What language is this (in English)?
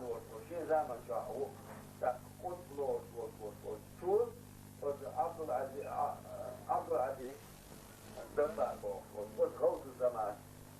Chechen